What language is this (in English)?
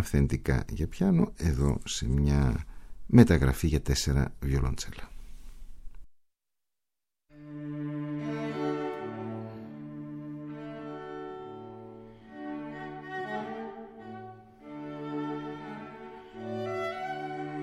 Greek